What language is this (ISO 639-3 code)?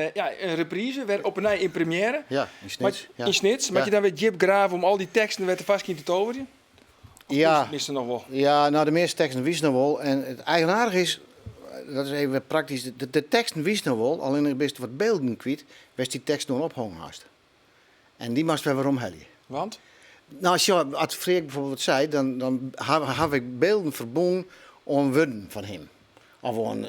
fry